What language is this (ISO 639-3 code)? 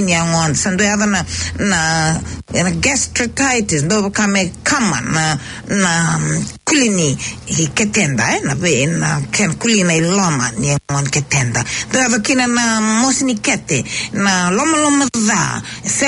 fij